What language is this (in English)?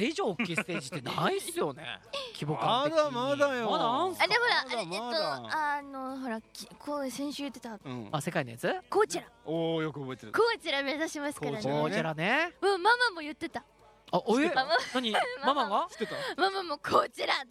Japanese